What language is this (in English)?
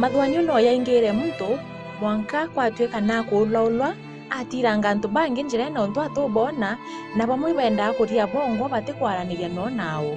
Meru